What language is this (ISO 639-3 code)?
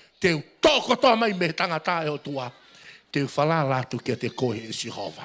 ton